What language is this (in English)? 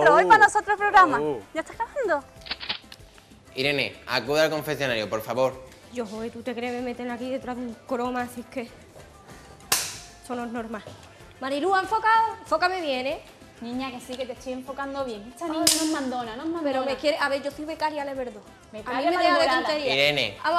Spanish